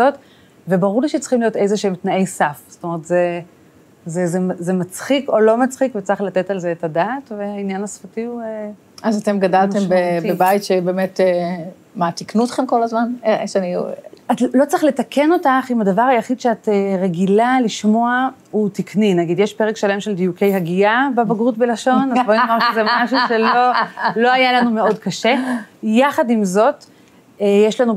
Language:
Hebrew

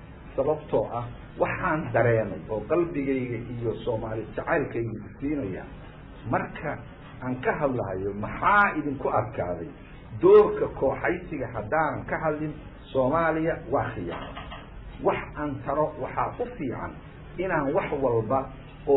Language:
Somali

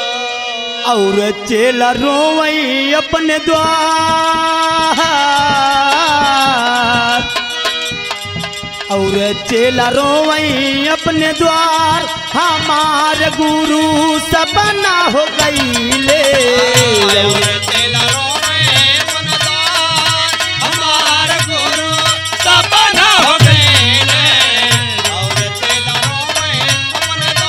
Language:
Bhojpuri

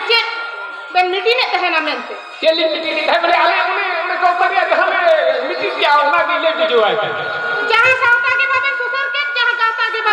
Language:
Santali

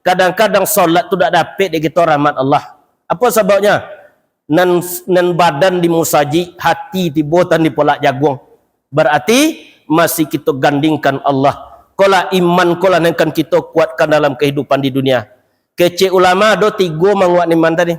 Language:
Minangkabau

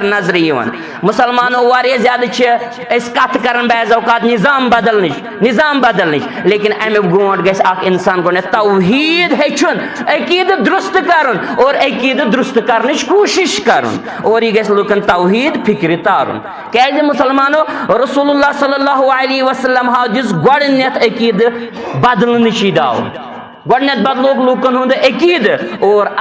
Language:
Kashmiri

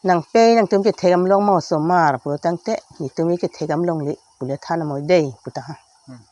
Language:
Karbi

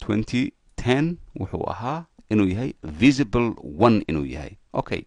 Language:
Somali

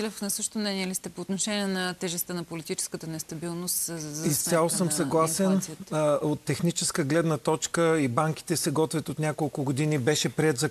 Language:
Bulgarian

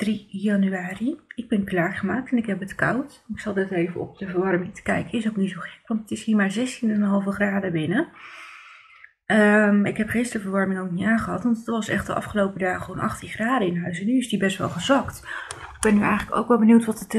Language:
Dutch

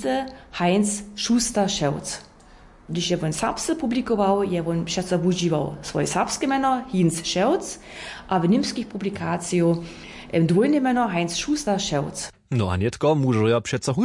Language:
Upper Sorbian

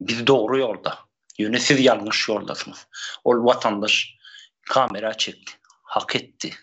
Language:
Turkmen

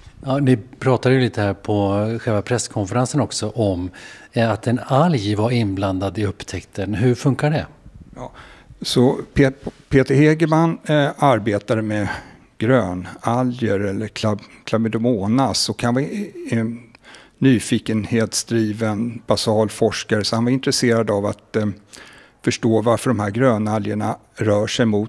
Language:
Swedish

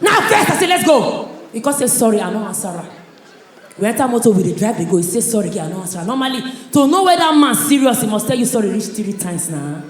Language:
Nigerian Pidgin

